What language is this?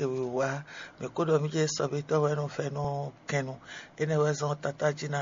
Fon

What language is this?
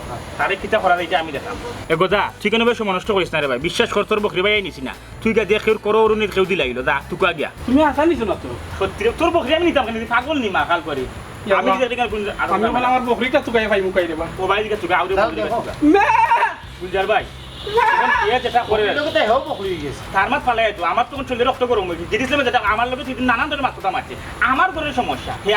Sylheti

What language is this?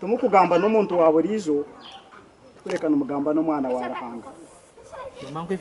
Nyankole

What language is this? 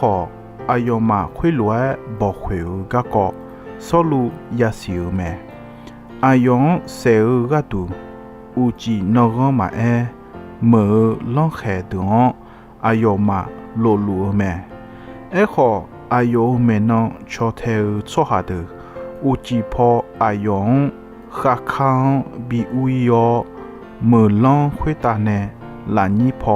Akha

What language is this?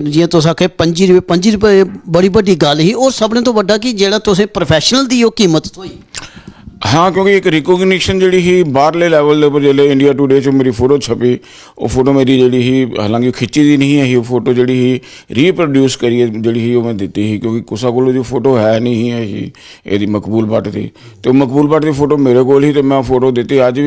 Dogri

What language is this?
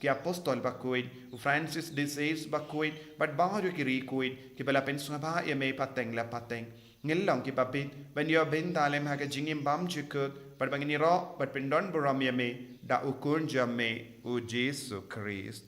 Khasi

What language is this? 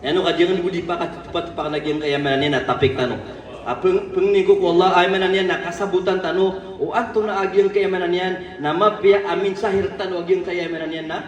Maranao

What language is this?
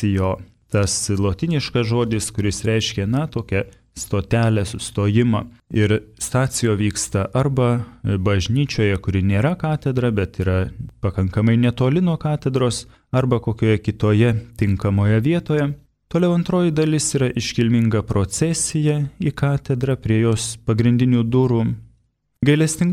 Lithuanian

